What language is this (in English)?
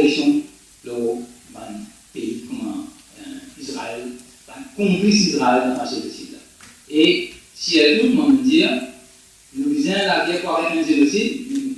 Morisyen